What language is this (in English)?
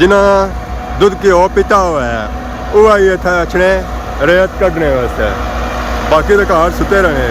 Pahari-Potwari